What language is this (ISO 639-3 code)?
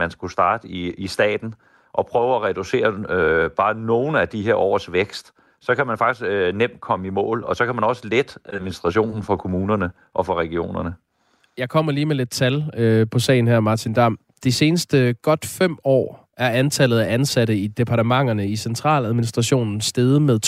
dan